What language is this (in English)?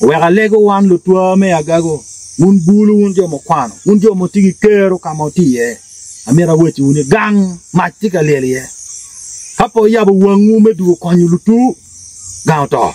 Acoli